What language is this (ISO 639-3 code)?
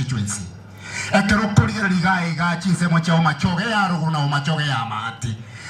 guz